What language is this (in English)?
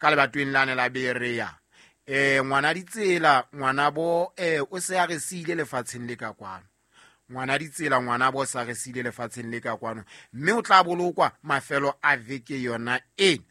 Southern Sotho